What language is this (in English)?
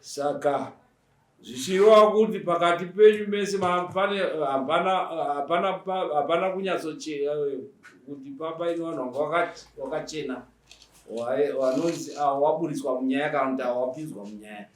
Shona